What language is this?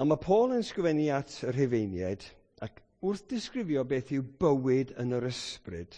Welsh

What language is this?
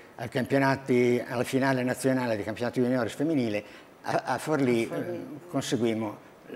Italian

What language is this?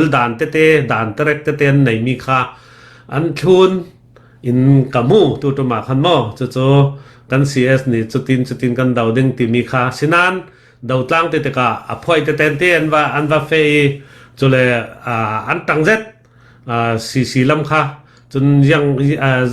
Falam Chin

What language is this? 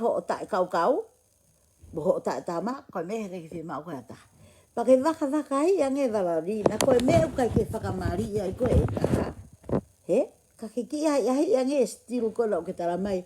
Tongan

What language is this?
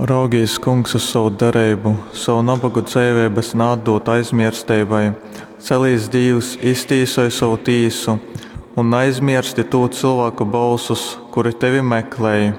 Latgalian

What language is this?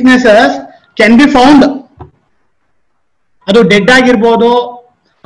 Kannada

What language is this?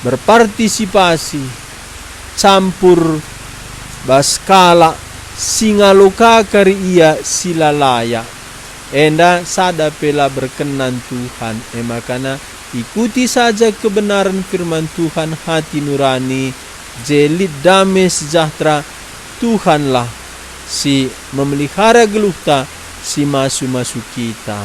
Batak Karo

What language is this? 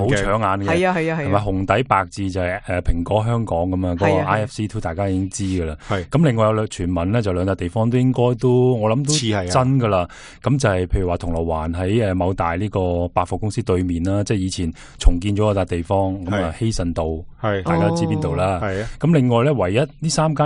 Cantonese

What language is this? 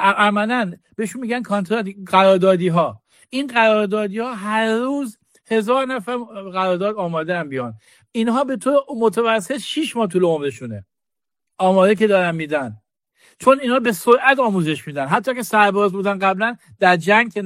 Persian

